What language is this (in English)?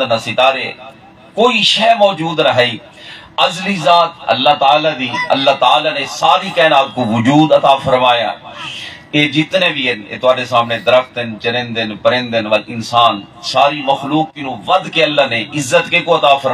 Saraiki